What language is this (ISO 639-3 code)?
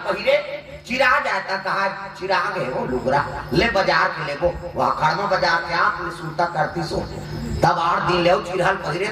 hne